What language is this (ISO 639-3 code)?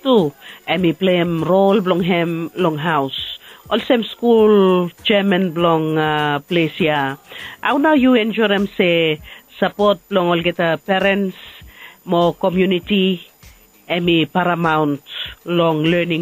bis